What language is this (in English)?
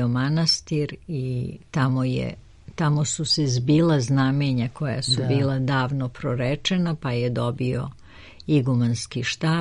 Serbian